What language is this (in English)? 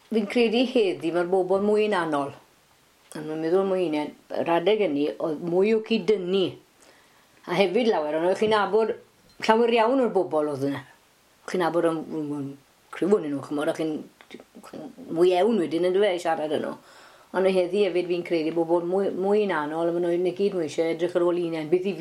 Welsh